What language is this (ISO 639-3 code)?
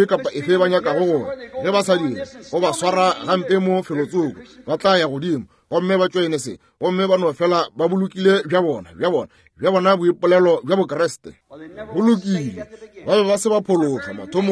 nso